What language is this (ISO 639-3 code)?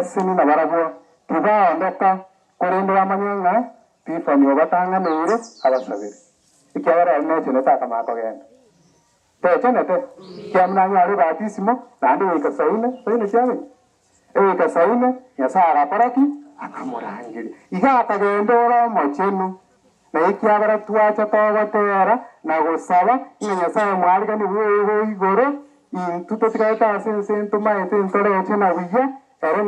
guz